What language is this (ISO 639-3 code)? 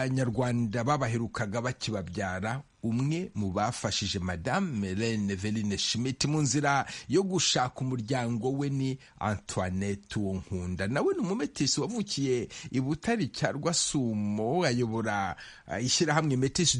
kin